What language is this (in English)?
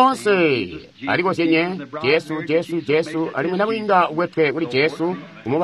Tonga (Zambia)